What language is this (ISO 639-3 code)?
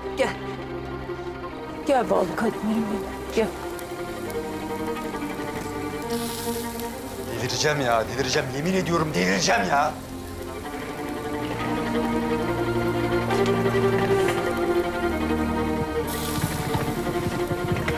tur